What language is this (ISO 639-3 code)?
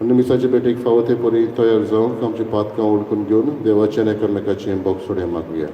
kok